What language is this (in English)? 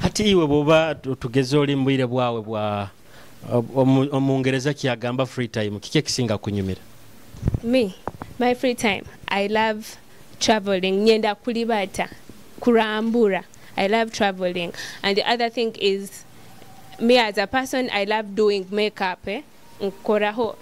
Nyoro